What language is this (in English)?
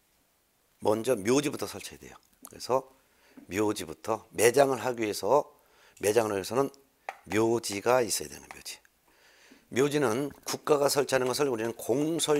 Korean